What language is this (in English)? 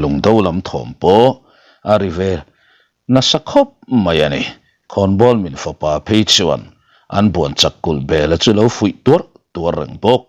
Mizo